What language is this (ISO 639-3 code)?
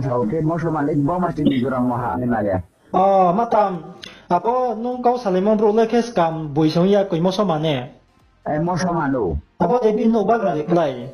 ria